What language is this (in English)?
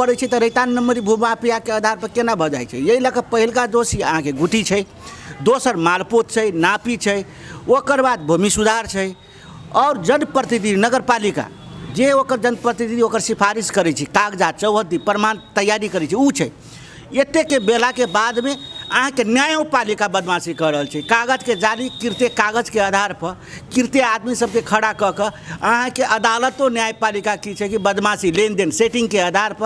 Maithili